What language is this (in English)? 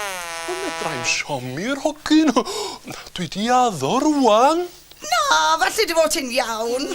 Welsh